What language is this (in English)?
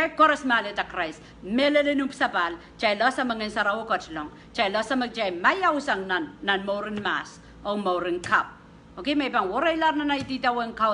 Pohnpeian